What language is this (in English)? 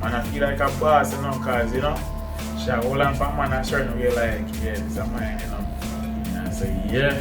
Jamaican Creole English